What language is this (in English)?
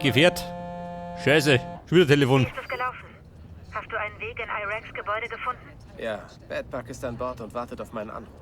Bavarian